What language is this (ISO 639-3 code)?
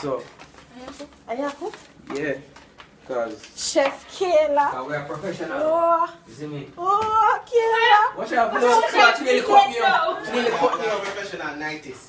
jam